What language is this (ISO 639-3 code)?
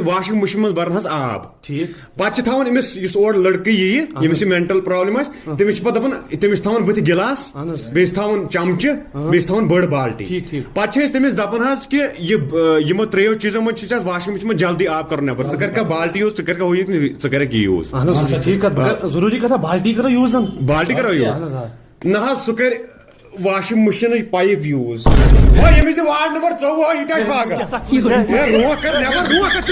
kas